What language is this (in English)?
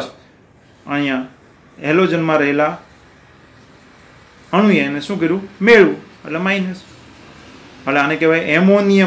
Gujarati